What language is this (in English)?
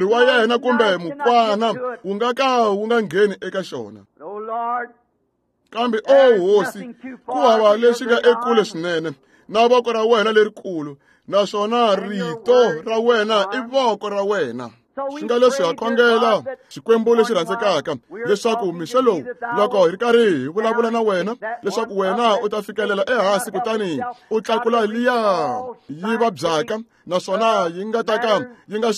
Tsonga